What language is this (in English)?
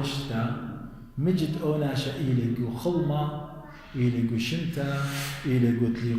Assyrian Neo-Aramaic